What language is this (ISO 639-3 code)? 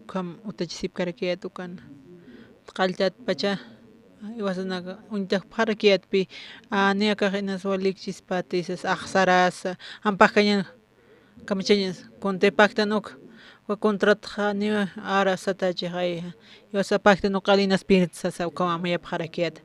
aym